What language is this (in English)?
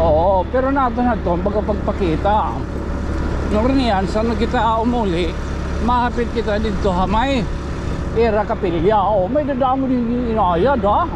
Waray